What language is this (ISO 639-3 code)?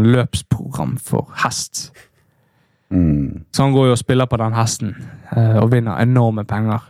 nor